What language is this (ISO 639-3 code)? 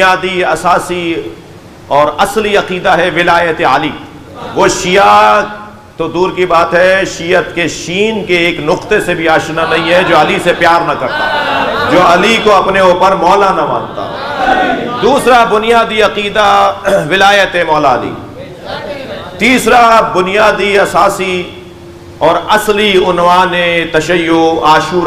urd